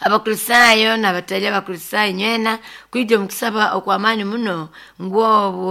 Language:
Nyoro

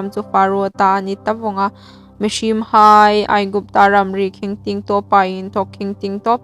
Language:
Hmar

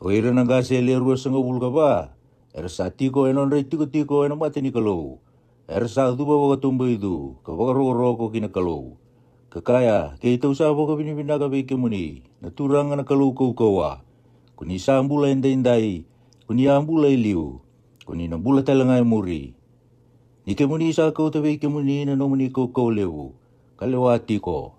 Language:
Fijian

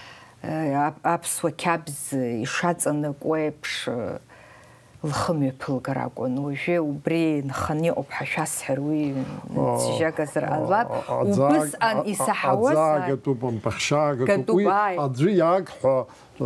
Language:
Abkhazian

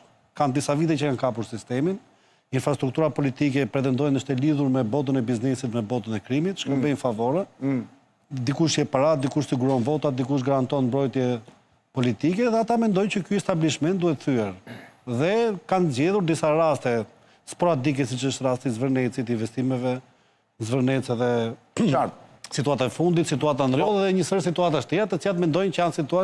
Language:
Albanian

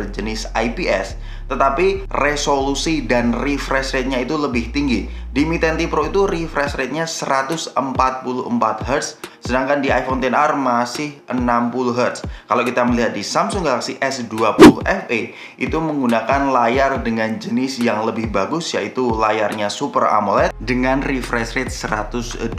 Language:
Indonesian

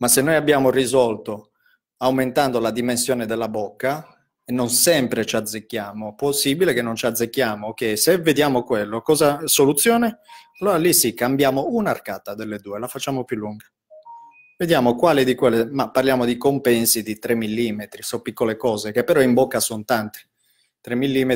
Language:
Italian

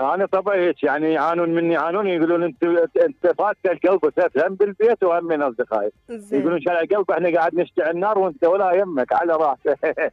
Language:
Mesopotamian Arabic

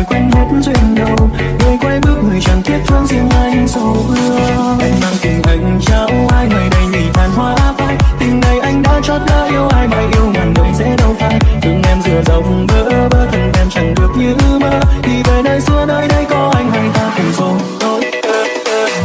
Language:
Vietnamese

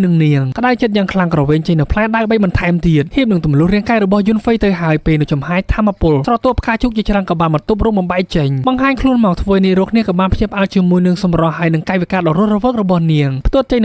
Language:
Khmer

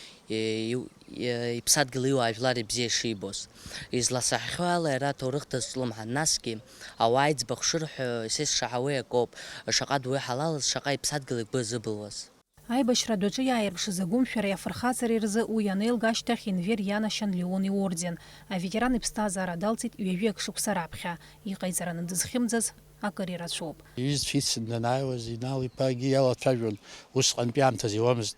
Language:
Abkhazian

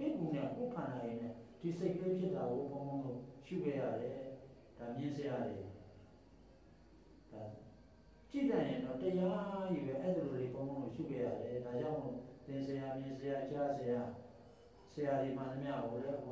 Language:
Burmese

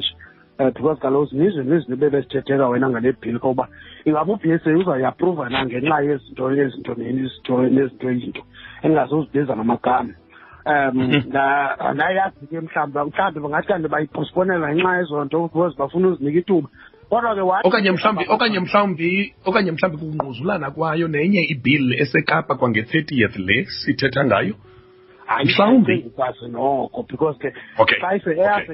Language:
Xhosa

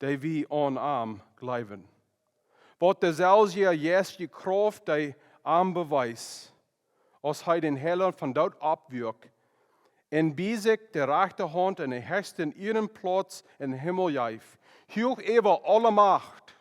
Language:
Plautdietsch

